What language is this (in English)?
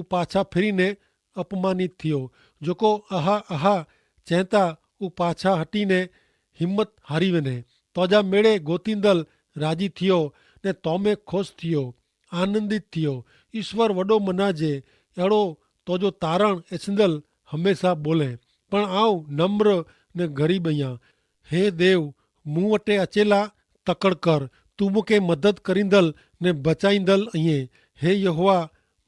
Kachhi